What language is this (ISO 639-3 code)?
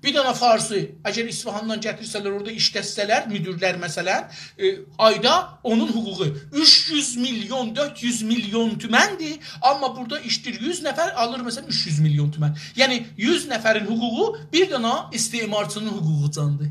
azb